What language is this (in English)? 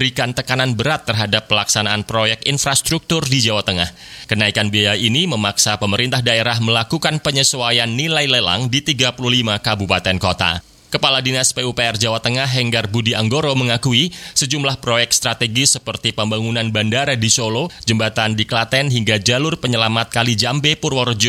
Indonesian